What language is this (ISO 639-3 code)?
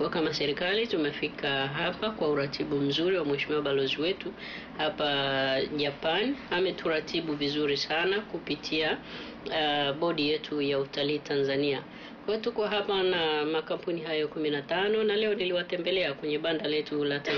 swa